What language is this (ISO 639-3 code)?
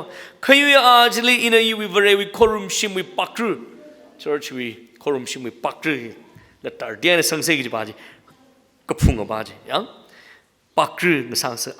nmf